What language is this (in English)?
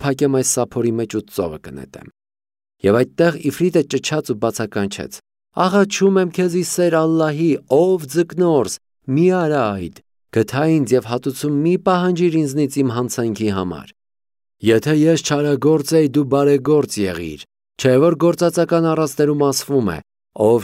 Armenian